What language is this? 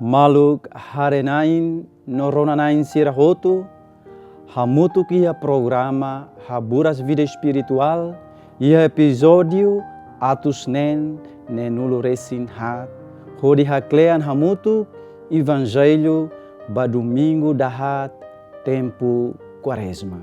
Tetum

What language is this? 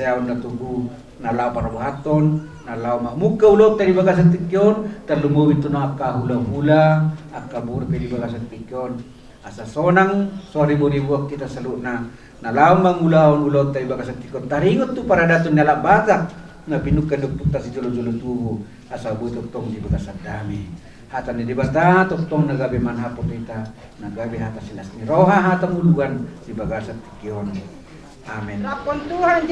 Batak Toba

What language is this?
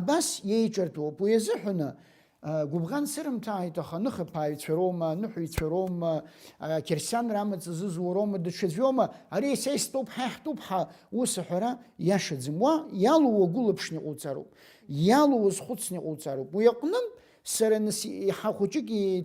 Abkhazian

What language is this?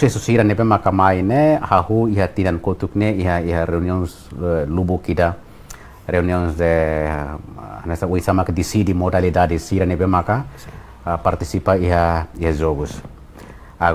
Tetum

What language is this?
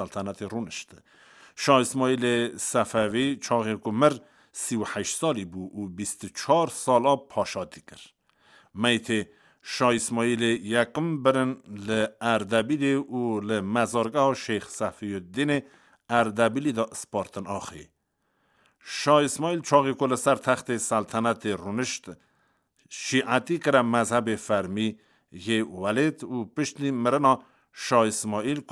Kurdish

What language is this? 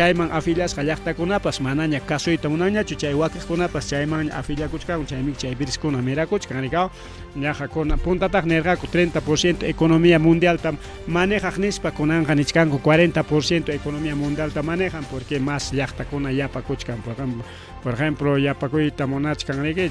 Ayacucho Quechua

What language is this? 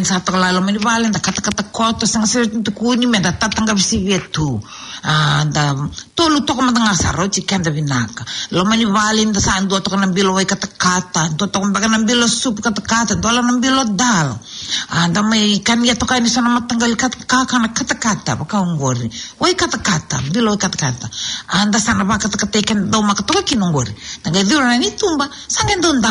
Fijian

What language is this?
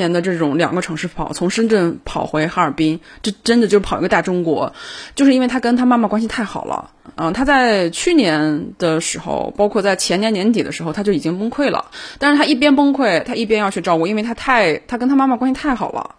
Chinese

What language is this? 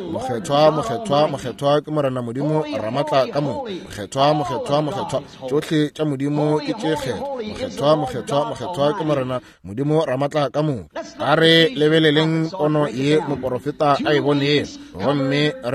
Northern Sotho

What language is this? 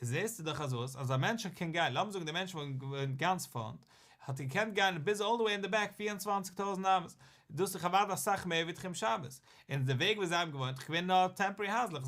Yiddish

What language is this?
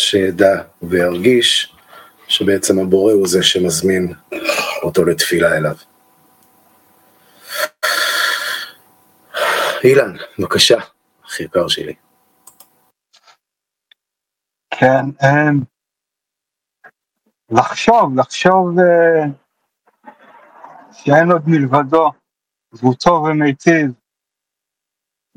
Hebrew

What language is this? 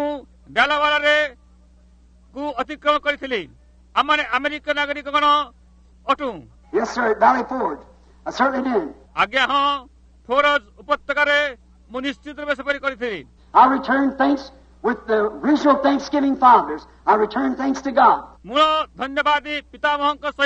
Odia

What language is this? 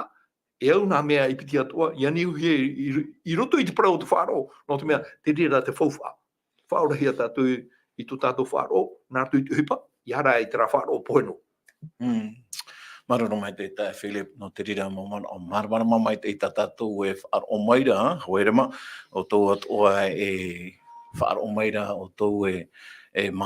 Tahitian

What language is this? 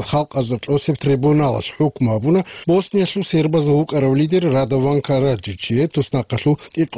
Avaric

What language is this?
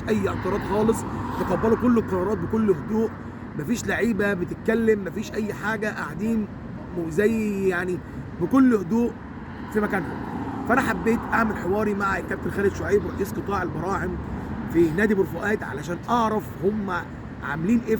Egyptian Arabic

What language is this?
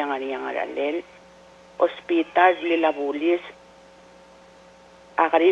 Palauan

